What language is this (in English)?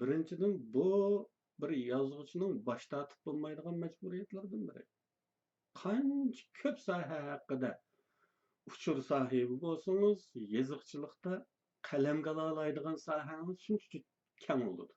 Uyghur